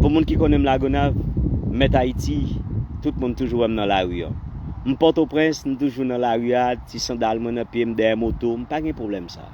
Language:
Haitian Creole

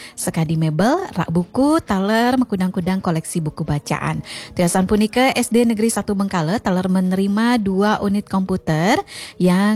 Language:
Balinese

